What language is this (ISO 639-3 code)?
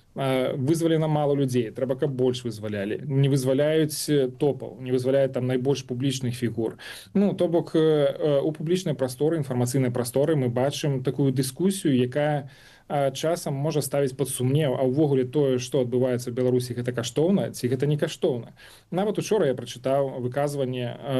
bel